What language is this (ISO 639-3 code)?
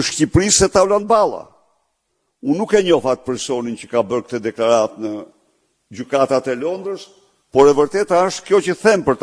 sqi